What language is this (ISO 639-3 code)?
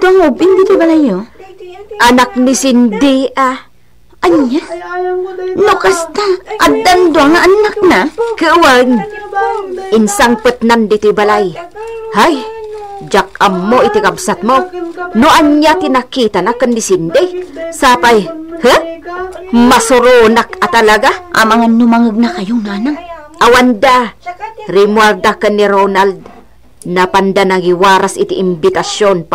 ilo